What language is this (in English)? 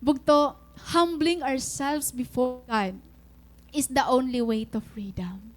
Waray